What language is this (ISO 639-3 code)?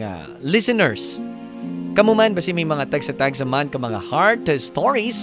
hil